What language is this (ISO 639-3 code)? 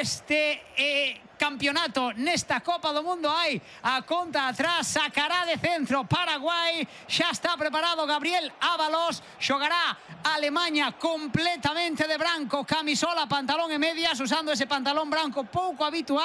glg